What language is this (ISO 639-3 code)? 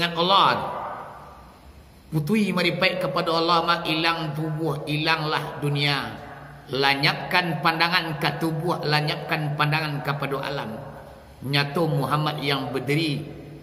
min